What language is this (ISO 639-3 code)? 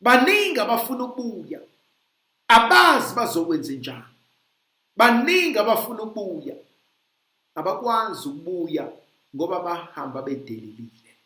zul